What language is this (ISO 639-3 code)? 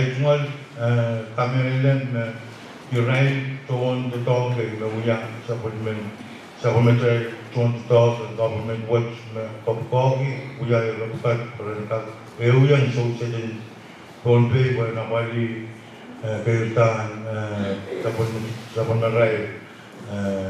pon